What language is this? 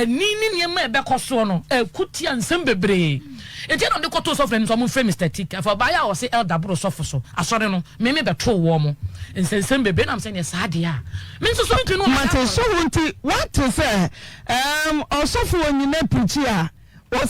Akan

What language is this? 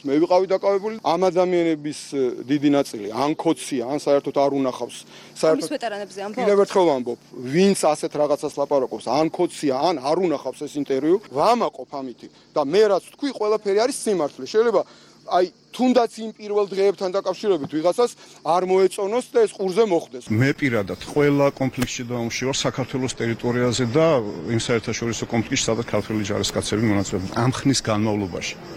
Georgian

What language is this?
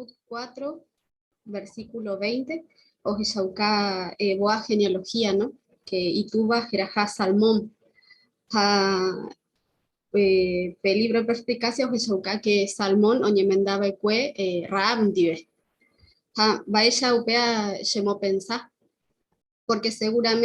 Guarani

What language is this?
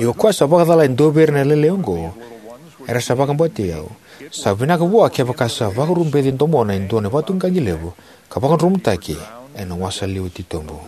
Fijian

